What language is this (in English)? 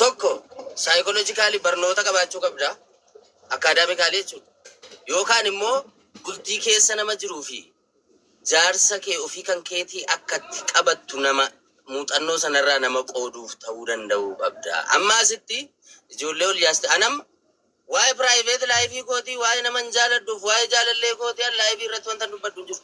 Oromo